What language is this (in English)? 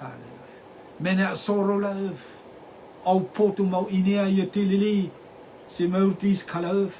Rotuman